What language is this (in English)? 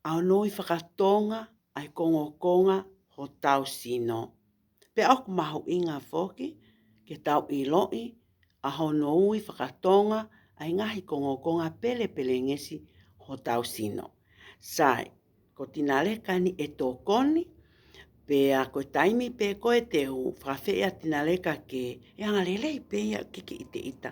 Tongan